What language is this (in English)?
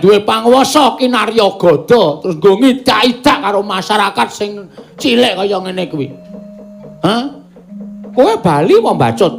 Javanese